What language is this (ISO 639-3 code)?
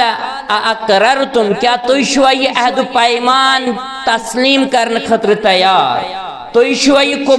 kas